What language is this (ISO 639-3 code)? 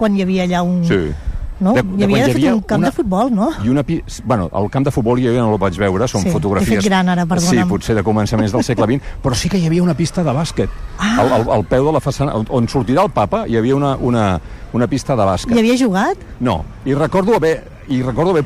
cat